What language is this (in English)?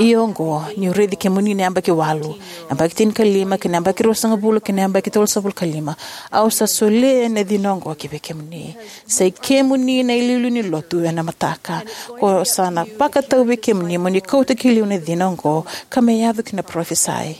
Fijian